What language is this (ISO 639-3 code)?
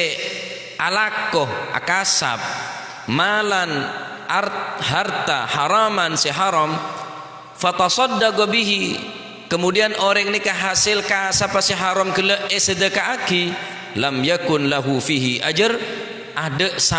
mad